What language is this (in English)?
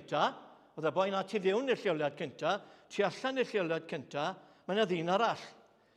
Welsh